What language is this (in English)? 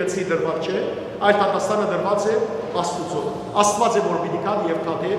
Western Armenian